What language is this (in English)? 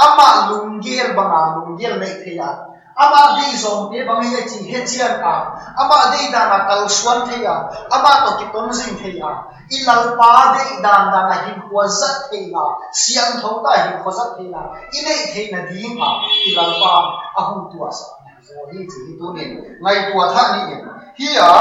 Tedim Chin